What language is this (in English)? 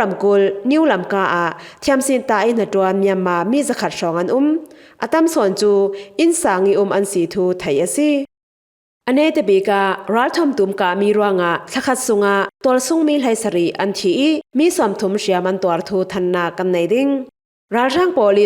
Falam Chin